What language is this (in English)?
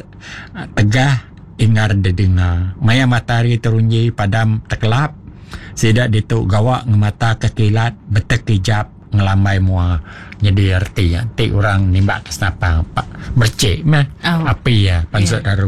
Iban